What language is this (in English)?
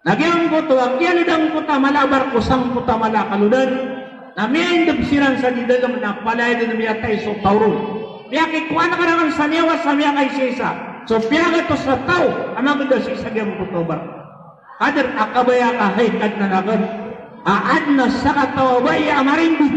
Maranao